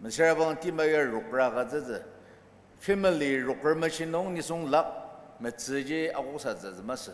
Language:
Ao Naga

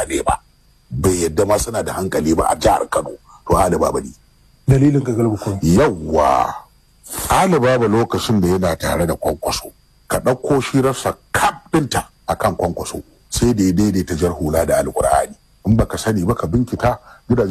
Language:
Hausa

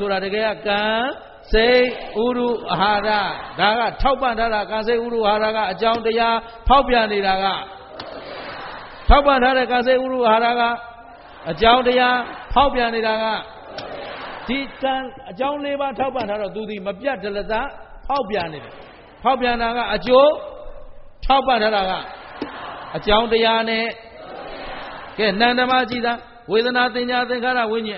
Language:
Burmese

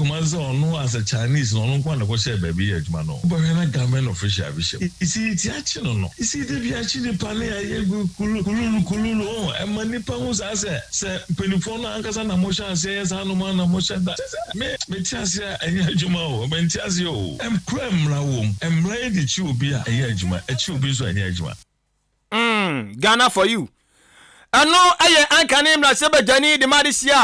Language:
Akan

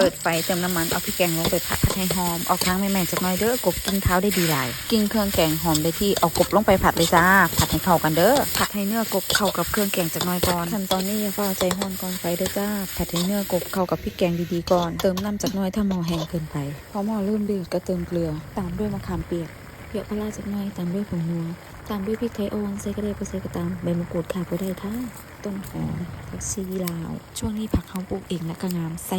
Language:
Lao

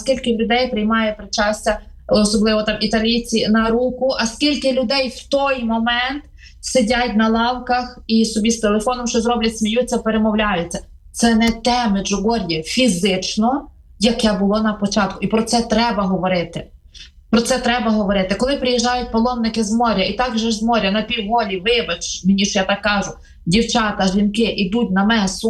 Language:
Ukrainian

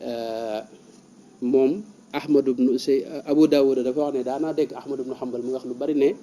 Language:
Wolof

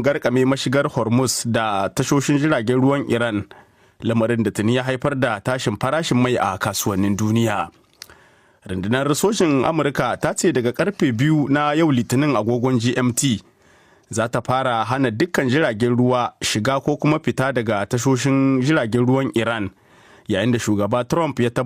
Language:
Hausa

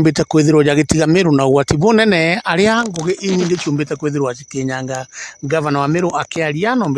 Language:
Meru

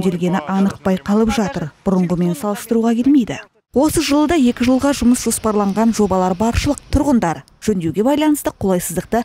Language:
Kazakh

